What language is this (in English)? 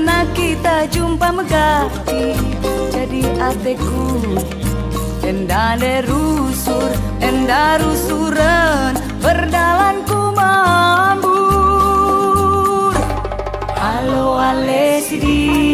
Batak Karo